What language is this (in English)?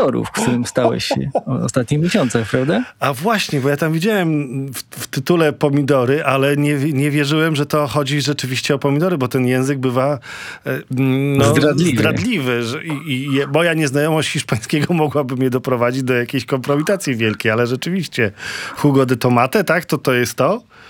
Polish